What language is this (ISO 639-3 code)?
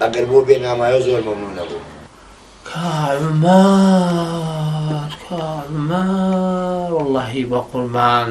ckb